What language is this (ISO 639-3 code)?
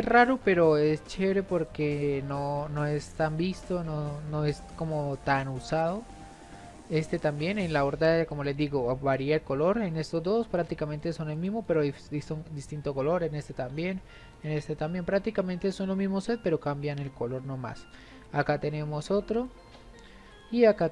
spa